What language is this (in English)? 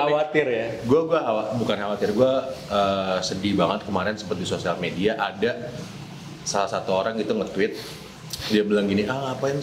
Indonesian